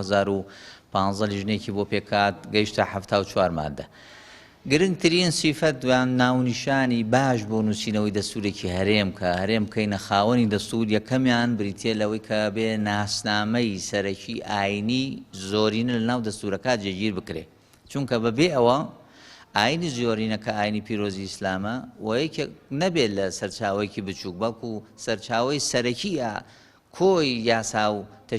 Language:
Central Kurdish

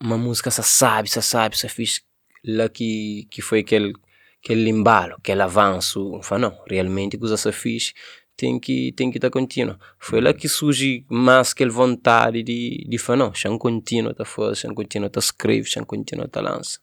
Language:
Kabuverdianu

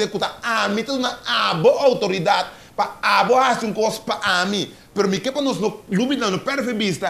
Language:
Papiamento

